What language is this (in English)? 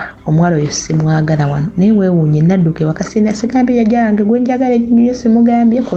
Ganda